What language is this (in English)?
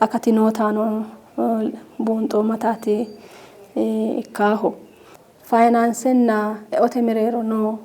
Sidamo